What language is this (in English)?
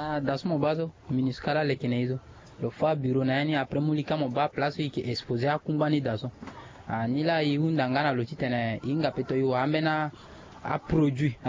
Sango